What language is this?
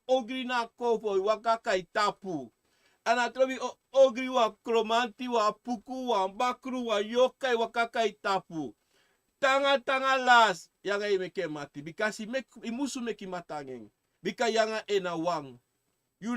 Sranan Tongo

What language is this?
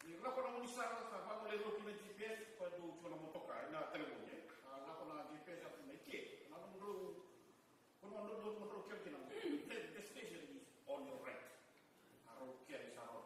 Fijian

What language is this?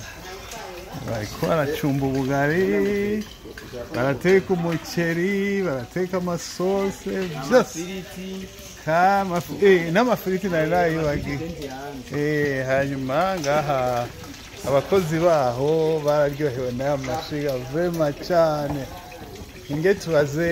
Kinyarwanda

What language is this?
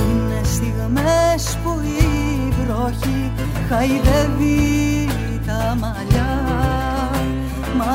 Greek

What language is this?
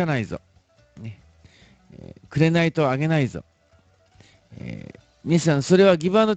Japanese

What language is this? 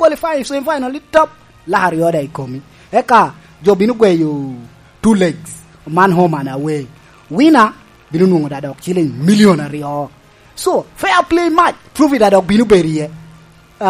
Lango (Uganda)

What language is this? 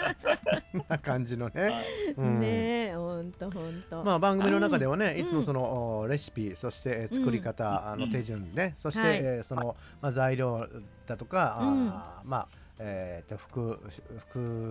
Japanese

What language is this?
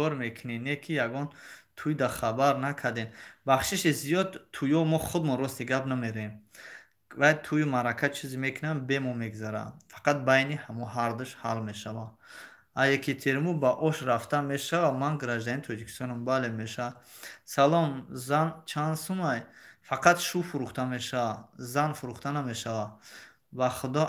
Tajik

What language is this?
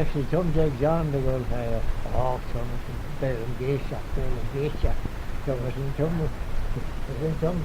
Manx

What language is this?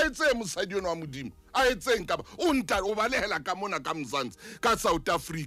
Southern Sotho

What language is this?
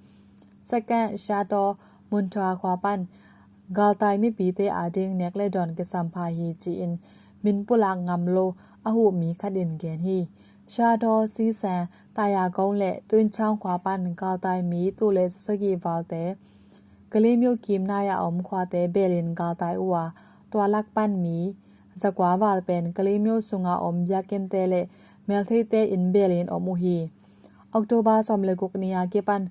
Tedim Chin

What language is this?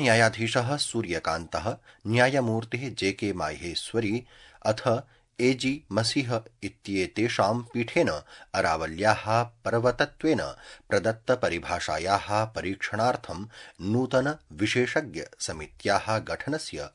Sanskrit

